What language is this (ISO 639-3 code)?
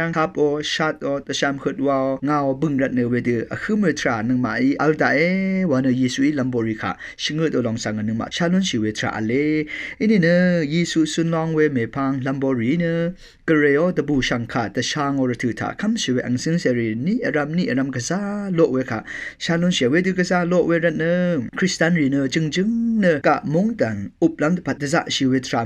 raw